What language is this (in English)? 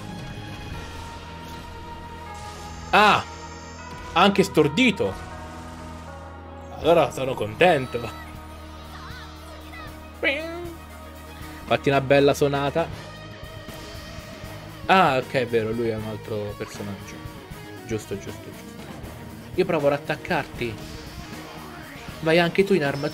Italian